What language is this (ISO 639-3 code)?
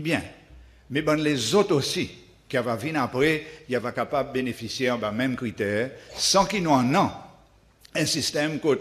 crs